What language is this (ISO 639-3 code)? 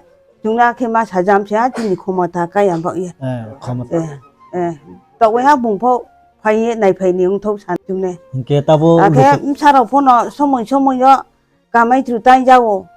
trp